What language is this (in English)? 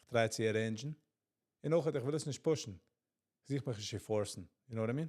Yiddish